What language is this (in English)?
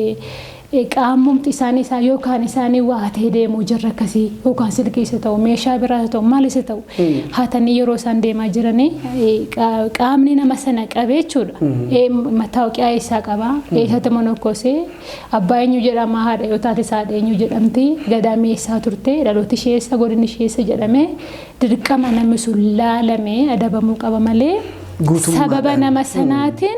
Oromo